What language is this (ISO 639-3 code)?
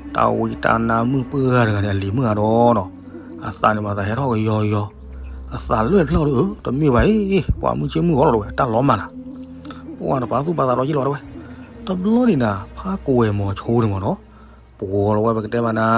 ksw